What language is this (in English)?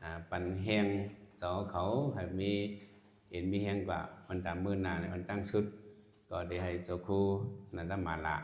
Shan